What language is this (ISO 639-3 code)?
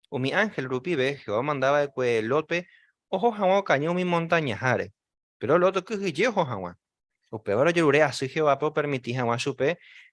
grn